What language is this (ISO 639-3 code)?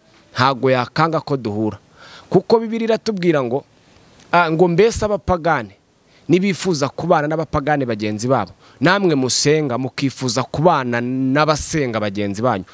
kin